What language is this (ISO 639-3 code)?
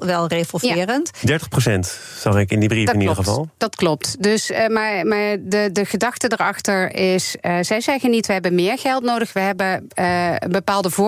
nld